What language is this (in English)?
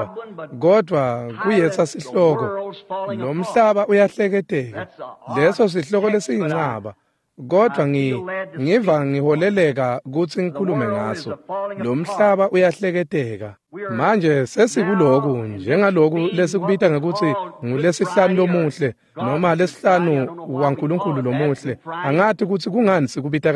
Swati